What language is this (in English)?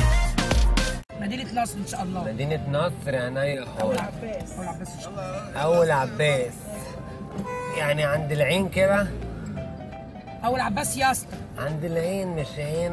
Egyptian Arabic